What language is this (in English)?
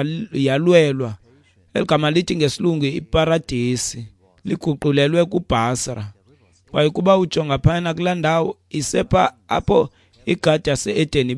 Xhosa